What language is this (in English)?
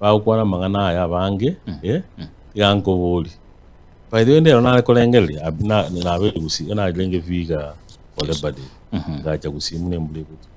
Gusii